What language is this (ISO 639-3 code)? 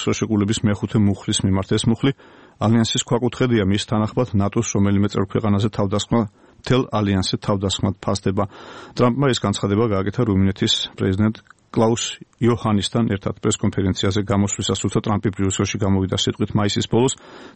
kat